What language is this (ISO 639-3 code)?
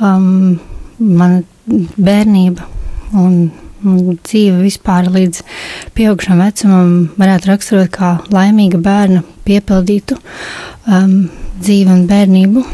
lav